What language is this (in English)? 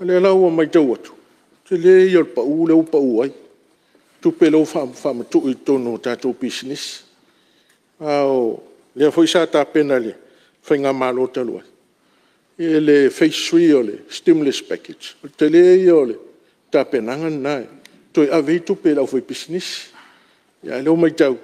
Samoan